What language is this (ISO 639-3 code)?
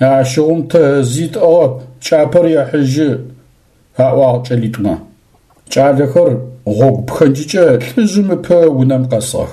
ady